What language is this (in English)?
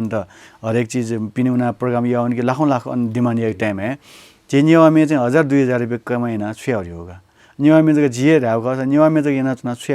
Newari